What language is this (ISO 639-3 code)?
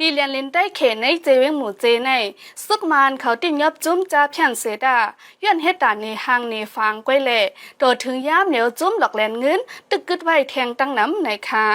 shn